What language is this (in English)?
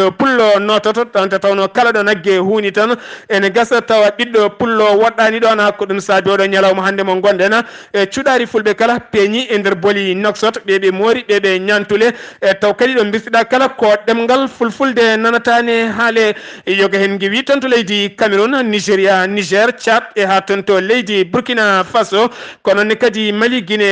Fula